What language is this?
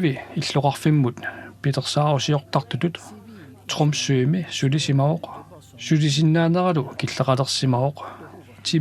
Kalaallisut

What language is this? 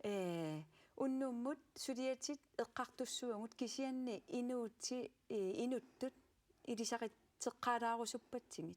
Kalaallisut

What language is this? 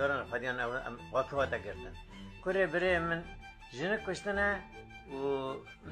Kurdish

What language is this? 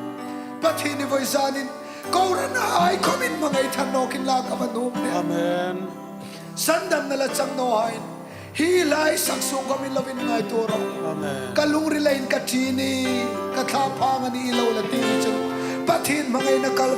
Hmar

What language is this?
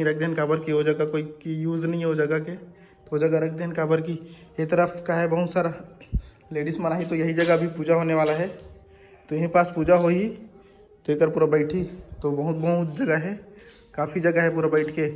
Chhattisgarhi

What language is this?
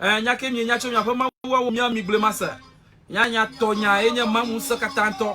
Ewe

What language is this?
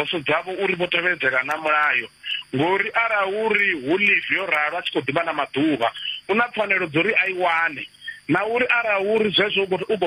Venda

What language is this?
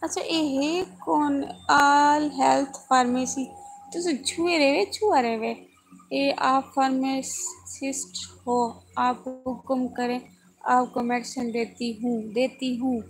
Saraiki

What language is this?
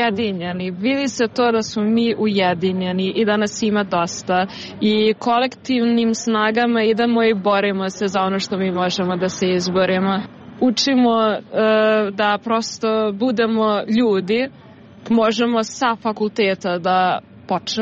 Serbian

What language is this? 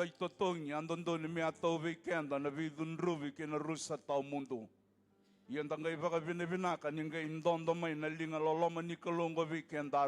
Fijian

